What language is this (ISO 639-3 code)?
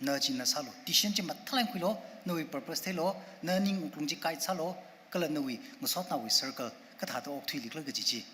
nmf